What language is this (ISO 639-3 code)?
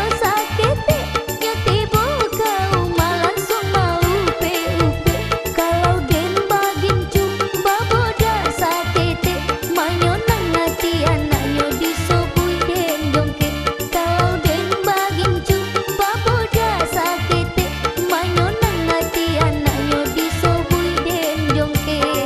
min